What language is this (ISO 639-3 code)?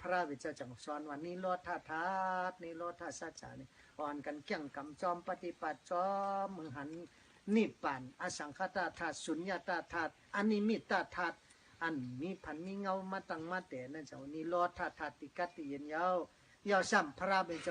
shn